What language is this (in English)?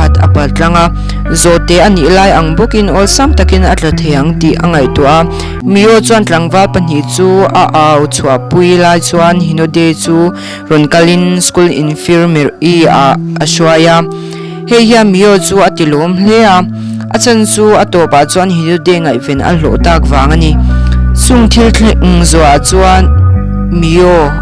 Mizo